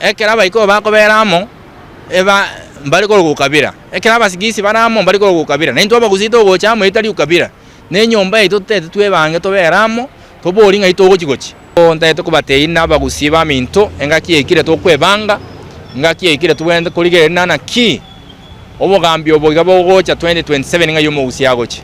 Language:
Gusii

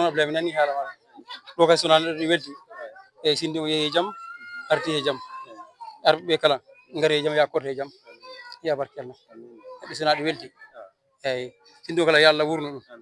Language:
Fula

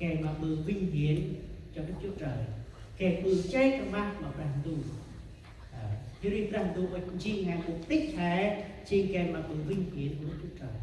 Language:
Central Mnong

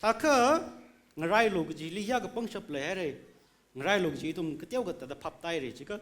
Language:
Tangkhul Naga (India)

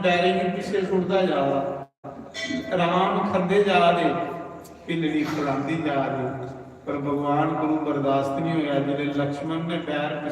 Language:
Dogri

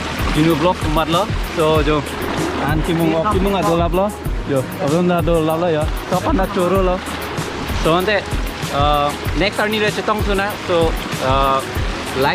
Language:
Karbi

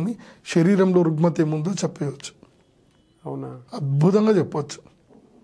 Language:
Telugu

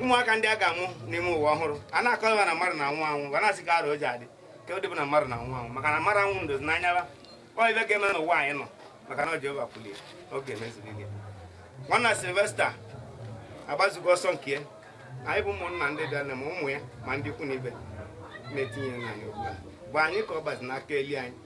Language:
Igbo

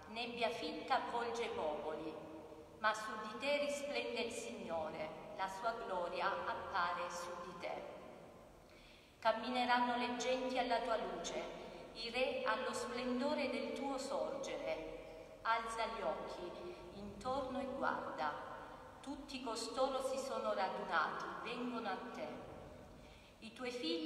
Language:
Italian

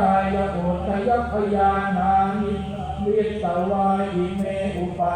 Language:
Pali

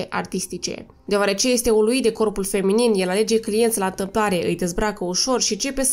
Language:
Romanian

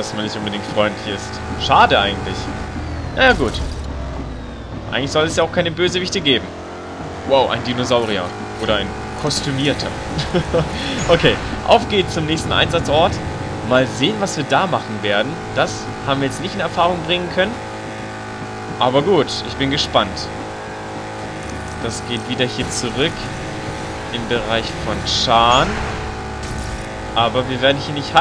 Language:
German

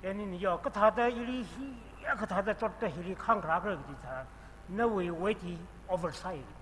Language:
Tangkhul Naga (India)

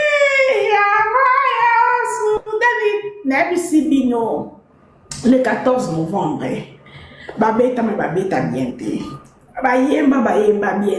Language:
Lingala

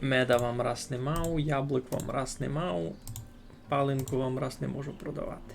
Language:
Rusyn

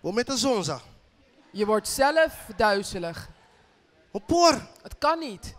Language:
Papiamento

